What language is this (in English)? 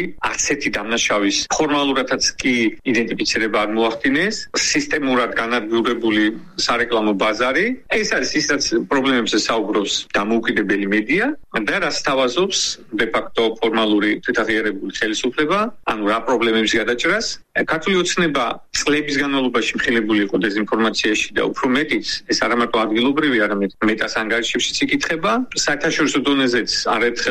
Georgian